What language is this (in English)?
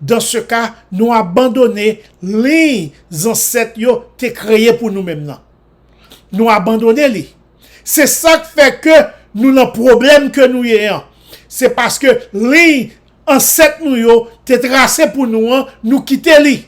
Haitian Creole